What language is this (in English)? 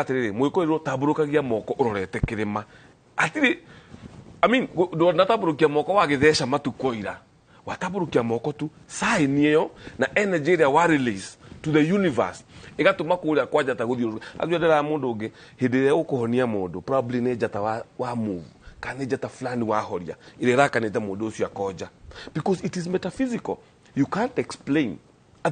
Kikuyu